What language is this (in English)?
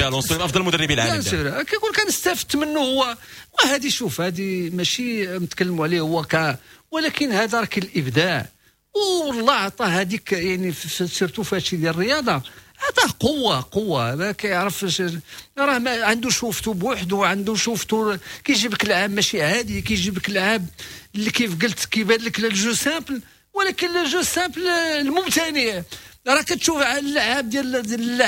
Moroccan Arabic